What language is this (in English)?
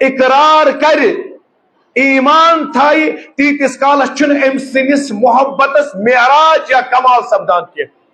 Kashmiri